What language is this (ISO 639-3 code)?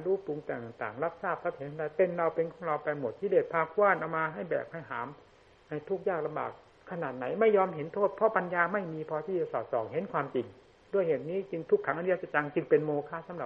tha